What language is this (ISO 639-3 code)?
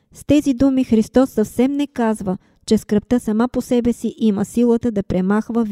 bul